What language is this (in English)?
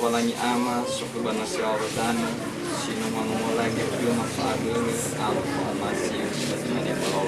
Nias